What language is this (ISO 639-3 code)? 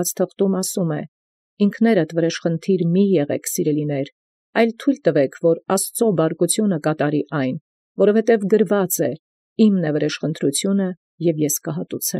hye